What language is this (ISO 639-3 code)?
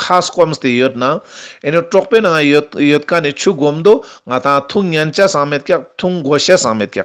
lbj